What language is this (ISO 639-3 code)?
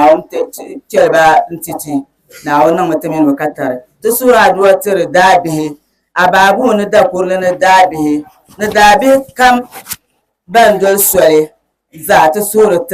dag